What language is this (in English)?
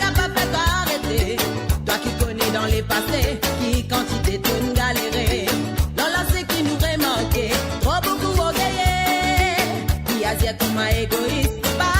Morisyen